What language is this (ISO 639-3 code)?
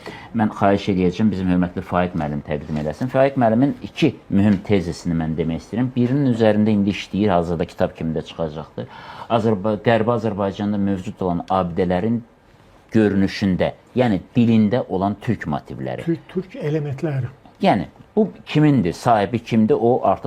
aze